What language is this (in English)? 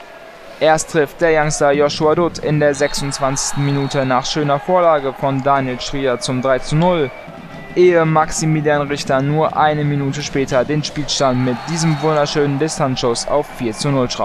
German